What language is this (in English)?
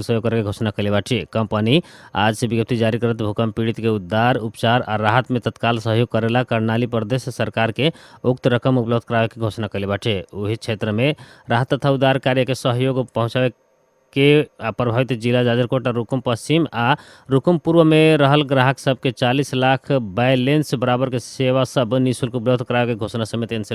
Bhojpuri